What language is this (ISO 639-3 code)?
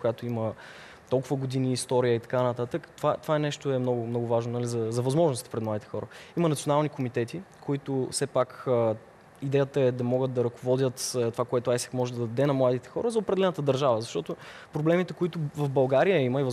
bul